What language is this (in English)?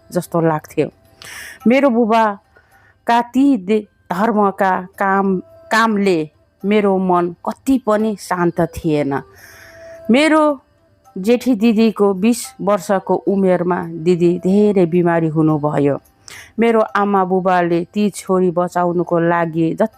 Nepali